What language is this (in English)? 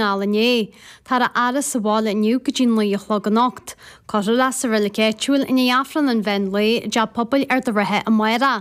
Irish